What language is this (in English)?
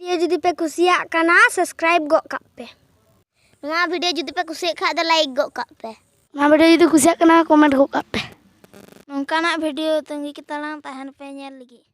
Santali